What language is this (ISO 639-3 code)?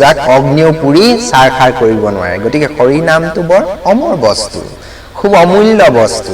asm